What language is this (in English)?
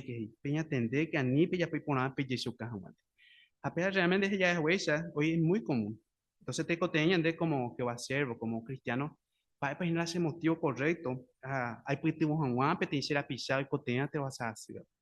Guarani